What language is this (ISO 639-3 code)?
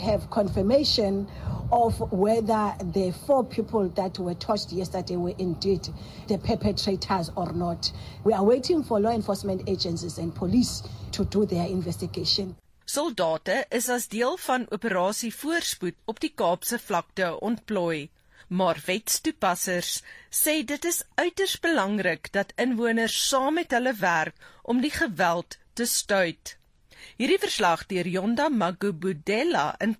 afr